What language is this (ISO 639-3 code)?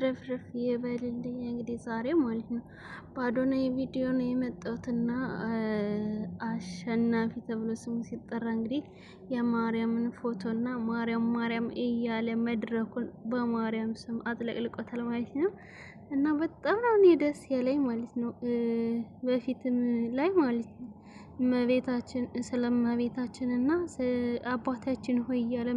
amh